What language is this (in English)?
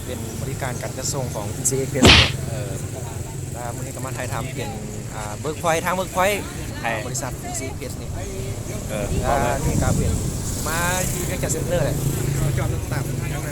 Lao